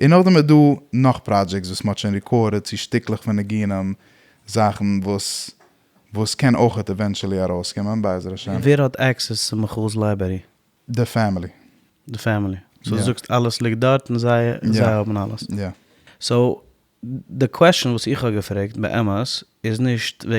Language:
Yiddish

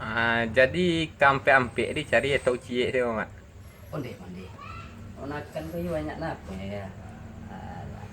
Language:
Minangkabau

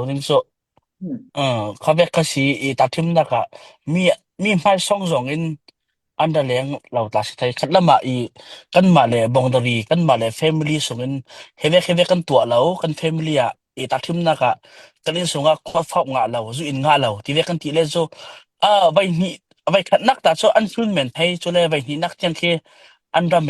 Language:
Falam Chin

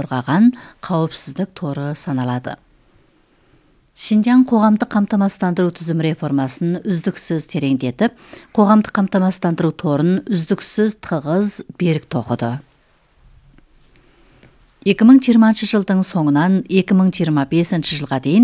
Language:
Kazakh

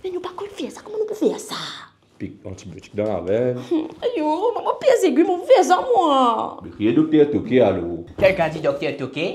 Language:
Morisyen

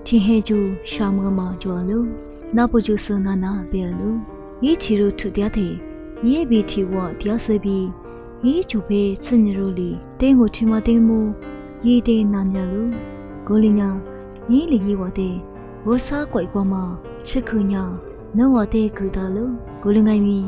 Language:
Lisu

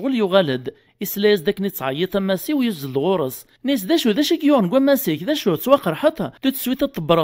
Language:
Kabyle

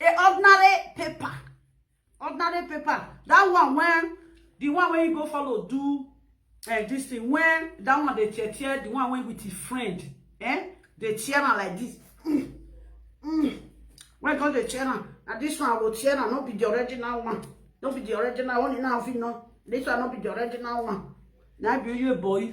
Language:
Nigerian Pidgin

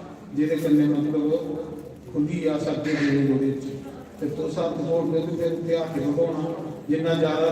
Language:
Dogri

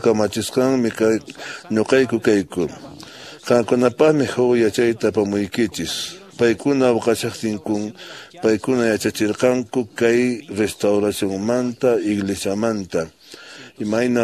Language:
Quechua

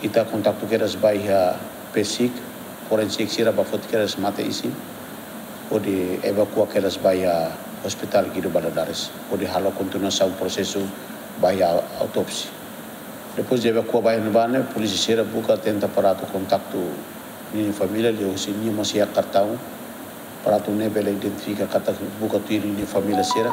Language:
Tetum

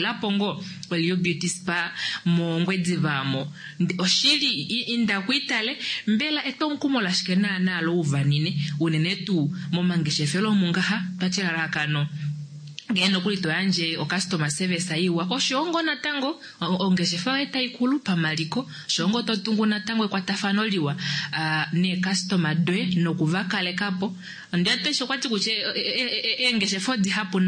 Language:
Kuanyama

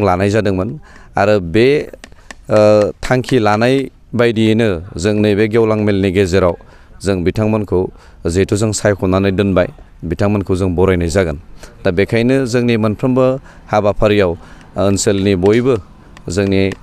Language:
Bodo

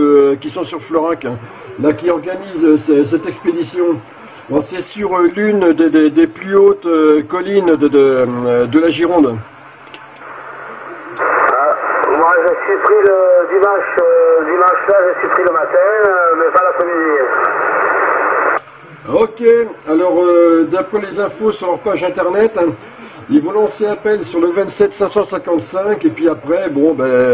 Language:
French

